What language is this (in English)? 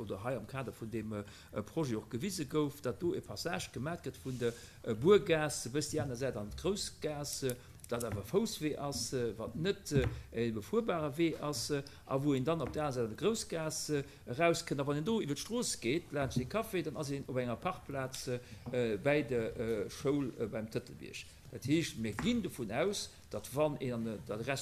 Luxembourgish